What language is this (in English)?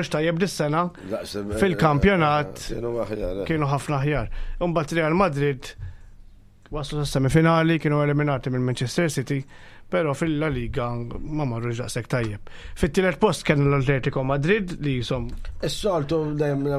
Maltese